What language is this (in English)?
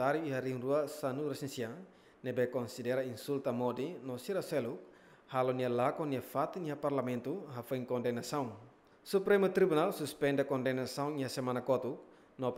Tetum